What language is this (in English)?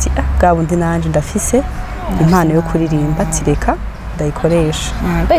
Rundi